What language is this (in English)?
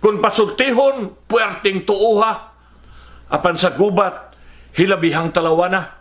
Cebuano